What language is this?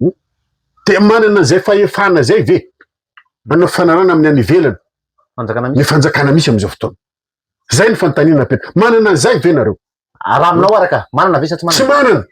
Malagasy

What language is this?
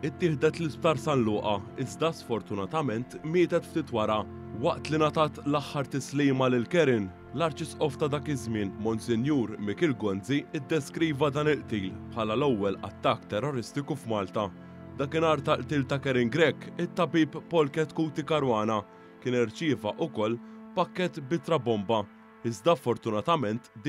Maltese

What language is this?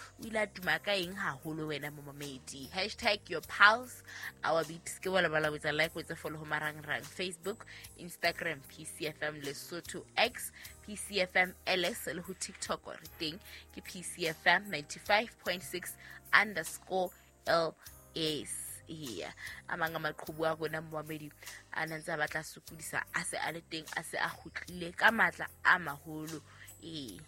Southern Sotho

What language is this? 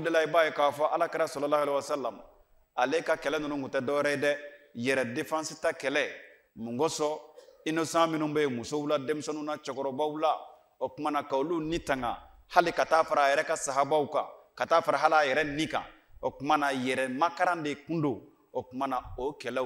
Bambara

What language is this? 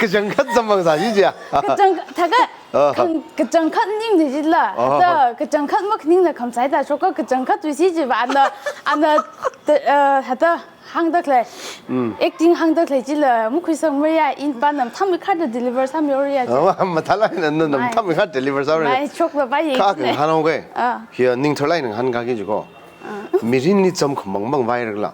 Tangkhul Naga (India)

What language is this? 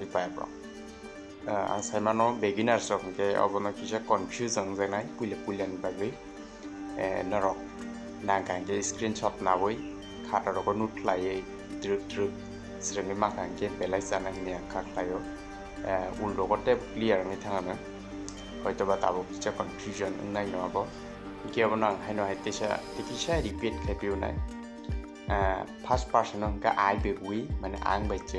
Kok Borok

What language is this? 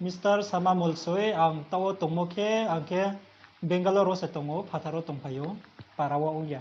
Riang (India)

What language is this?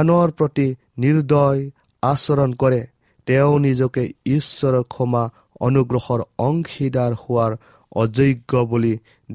Assamese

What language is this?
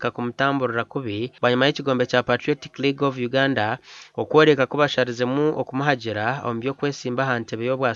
Nyankole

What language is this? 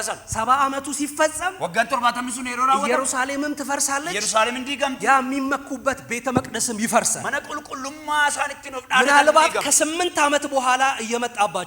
Amharic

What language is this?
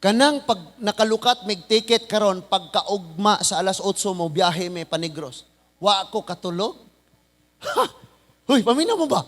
Cebuano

